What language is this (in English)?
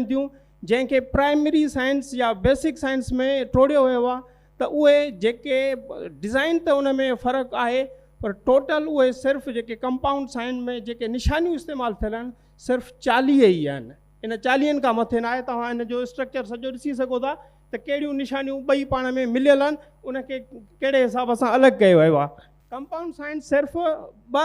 Sindhi